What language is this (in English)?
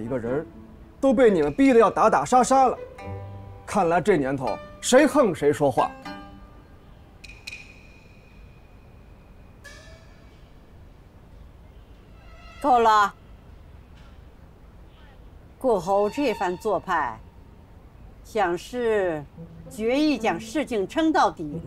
Chinese